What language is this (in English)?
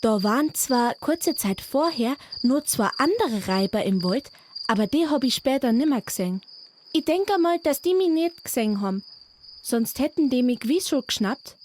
Bavarian